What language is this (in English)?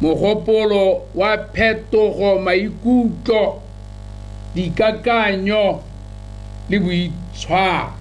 Tswana